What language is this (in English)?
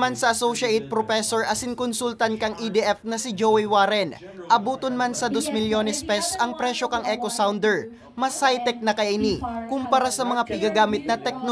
Bikol